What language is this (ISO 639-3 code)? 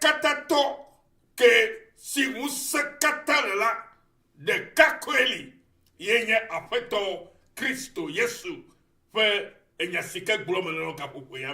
ewe